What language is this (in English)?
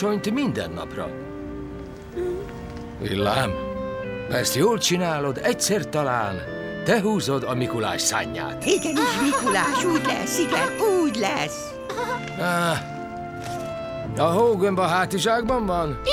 Hungarian